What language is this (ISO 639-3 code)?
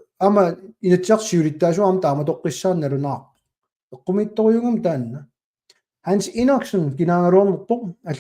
kal